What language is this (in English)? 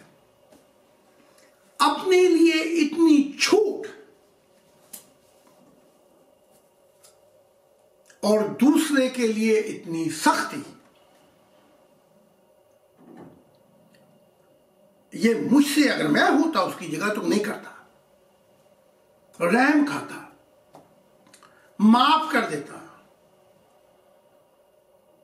Urdu